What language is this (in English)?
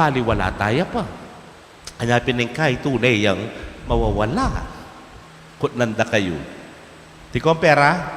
Pampanga